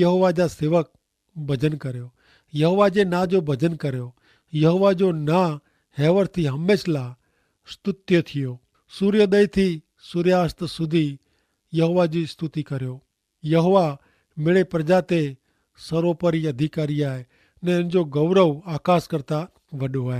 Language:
Kachhi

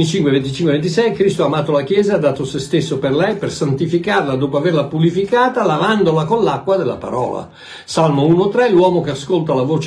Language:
Italian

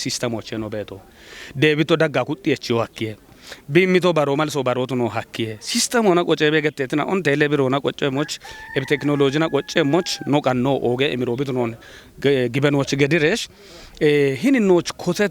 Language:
Kafa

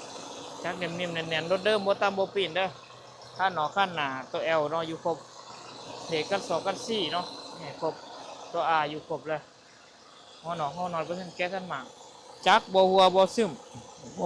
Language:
Lao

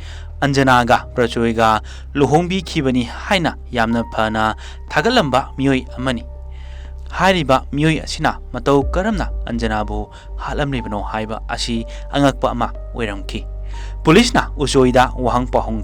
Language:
Manipuri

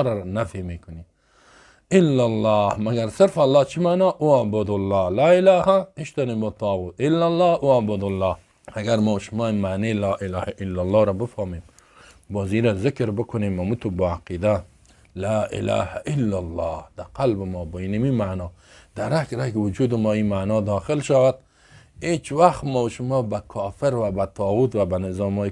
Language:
Persian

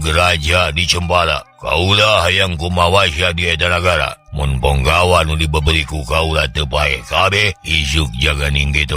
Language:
Sundanese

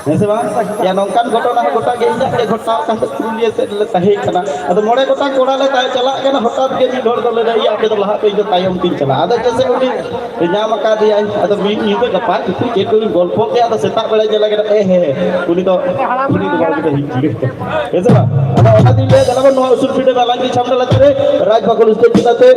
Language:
Santali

